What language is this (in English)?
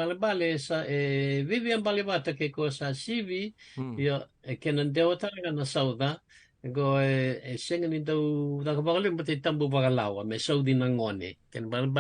Fijian